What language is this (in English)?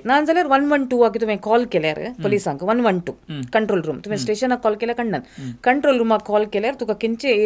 Konkani